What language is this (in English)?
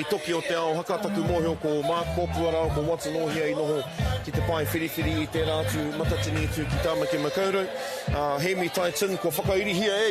Māori